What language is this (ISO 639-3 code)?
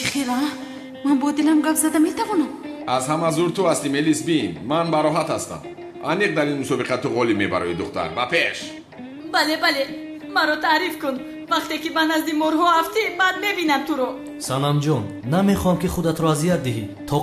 tgk